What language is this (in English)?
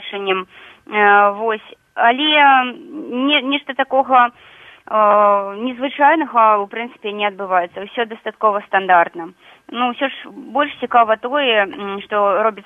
Belarusian